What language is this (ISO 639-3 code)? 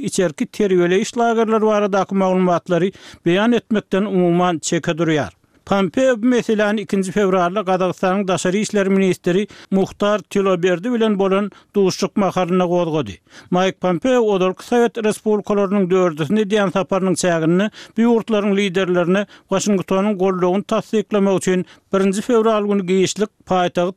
tuk